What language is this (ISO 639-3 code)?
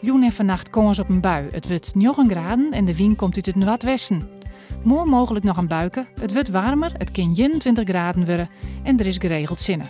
fry